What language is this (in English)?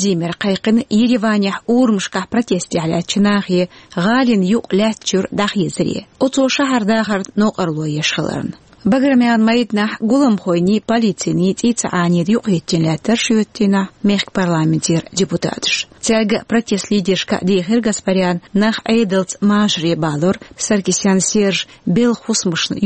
Chechen